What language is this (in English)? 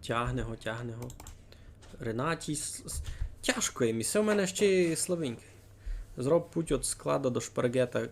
Rusyn